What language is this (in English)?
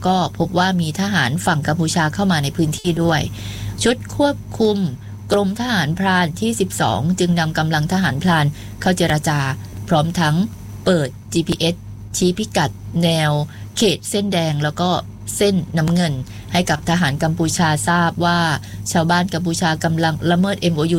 Thai